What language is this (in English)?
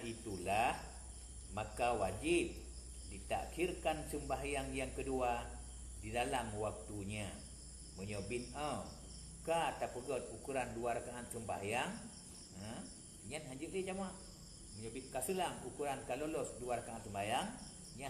Achinese